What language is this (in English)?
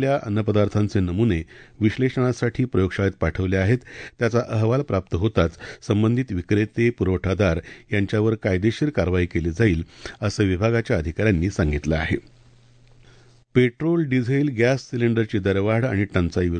Marathi